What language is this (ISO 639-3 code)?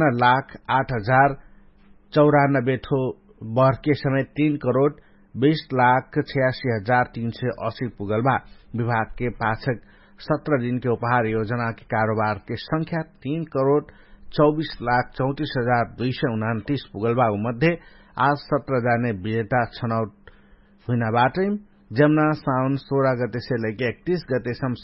thl